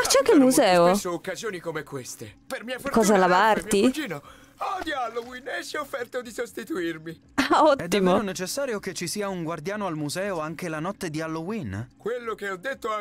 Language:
Italian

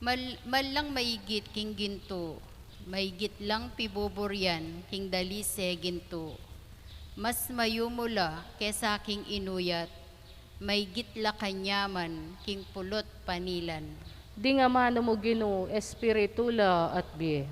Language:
Pampanga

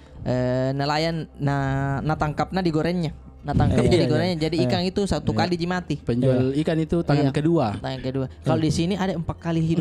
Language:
Makassar Malay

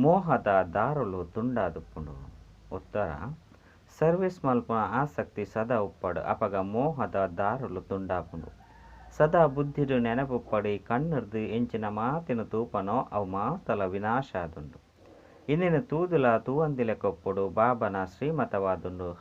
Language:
Tulu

